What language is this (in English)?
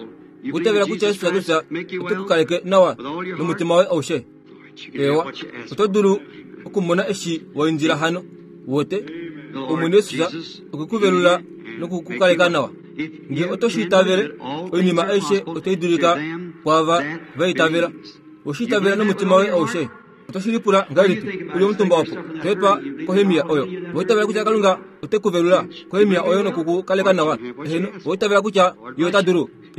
Kuanyama